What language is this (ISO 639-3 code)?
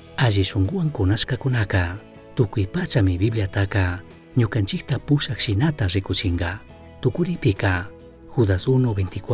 qug